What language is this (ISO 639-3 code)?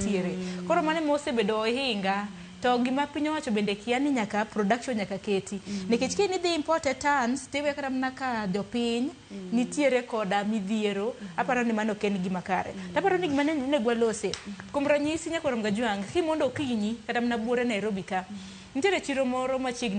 luo